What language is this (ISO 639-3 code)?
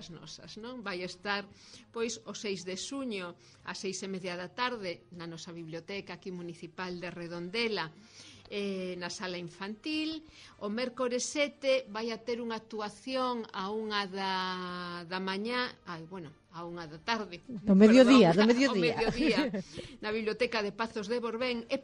glg